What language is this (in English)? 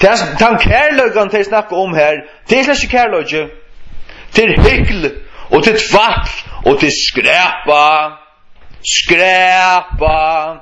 Faroese